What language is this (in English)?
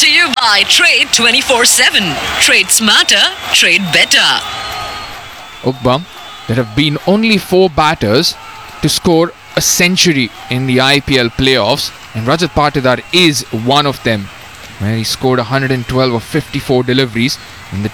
English